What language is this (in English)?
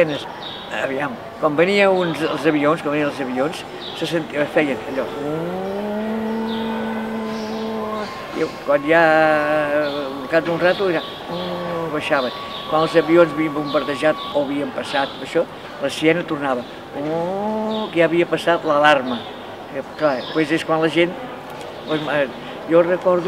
Catalan